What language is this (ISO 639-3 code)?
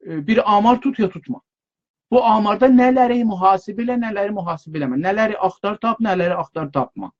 azb